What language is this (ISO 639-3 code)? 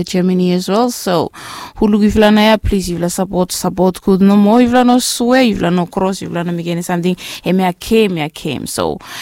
bis